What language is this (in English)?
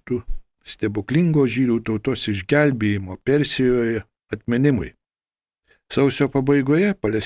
Lithuanian